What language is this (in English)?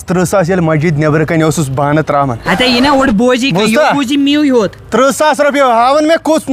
Kashmiri